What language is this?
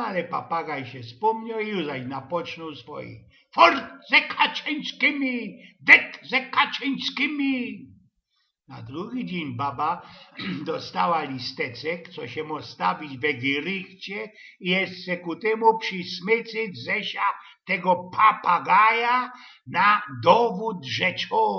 Silesian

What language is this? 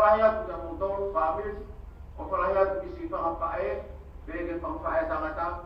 Tongan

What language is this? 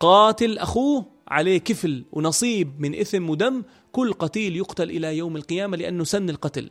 North Levantine Arabic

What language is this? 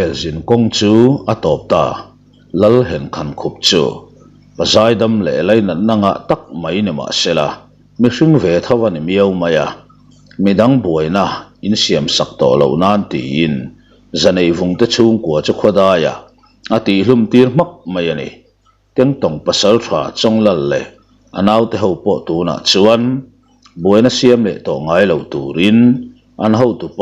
Mizo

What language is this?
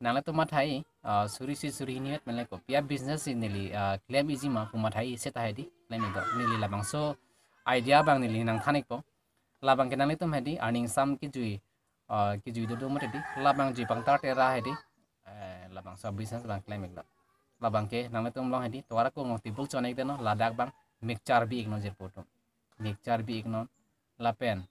Karbi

